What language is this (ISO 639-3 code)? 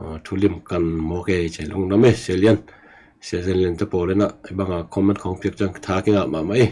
ctd